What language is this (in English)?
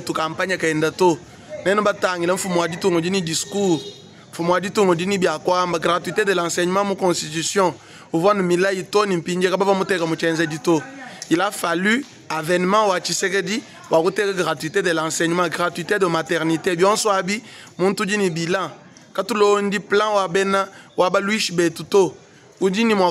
Luba-Lulua